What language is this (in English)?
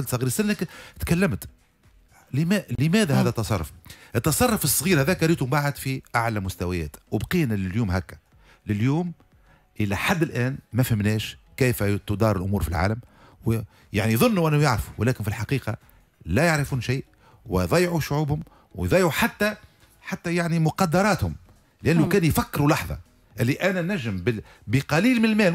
Tunisian Arabic